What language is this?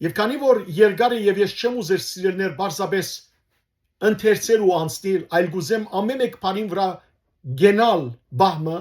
Western Armenian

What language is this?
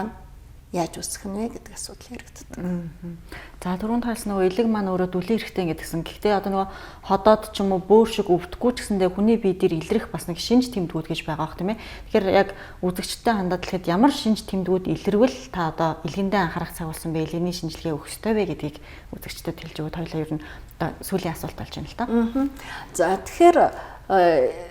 Mongolian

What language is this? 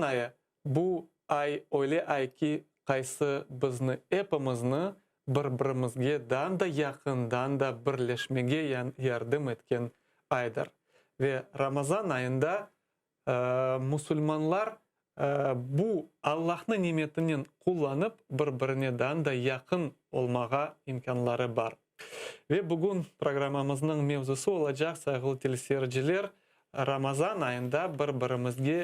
Crimean Tatar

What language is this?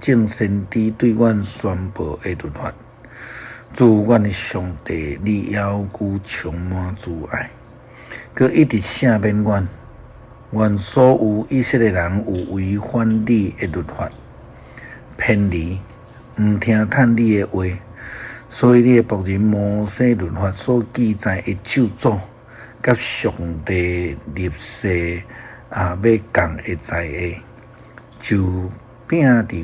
Min Nan Chinese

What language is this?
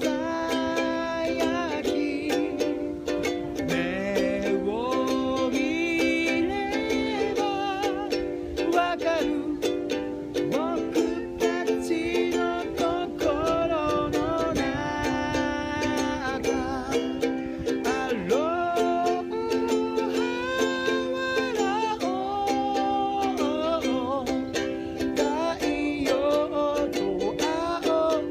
Japanese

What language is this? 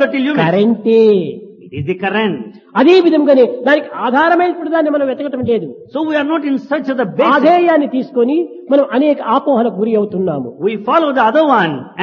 Telugu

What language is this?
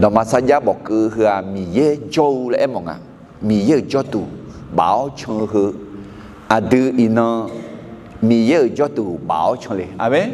Akha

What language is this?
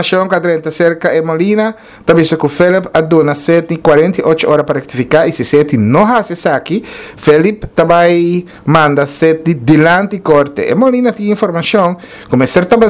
Papiamento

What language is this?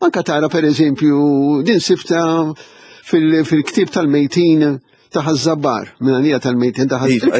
Maltese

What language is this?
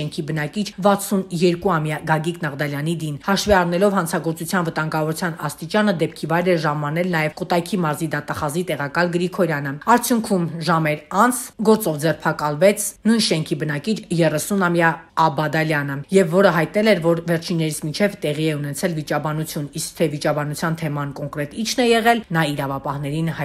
Armenian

